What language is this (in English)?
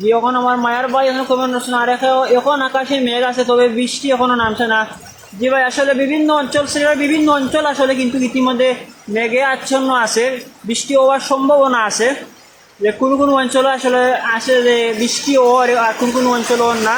Sylheti